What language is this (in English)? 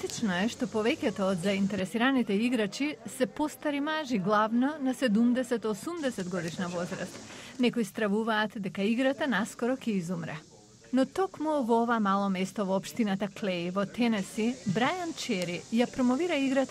Macedonian